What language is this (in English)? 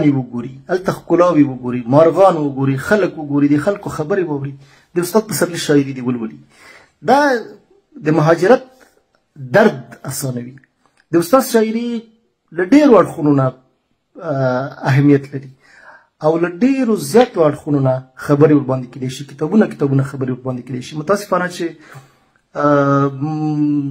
Pashto